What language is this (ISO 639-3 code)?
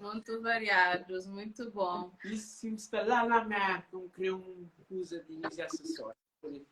kea